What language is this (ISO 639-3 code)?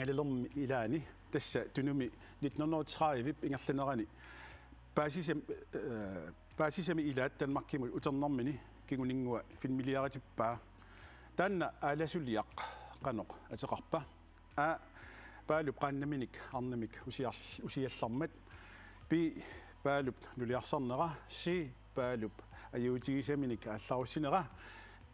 kal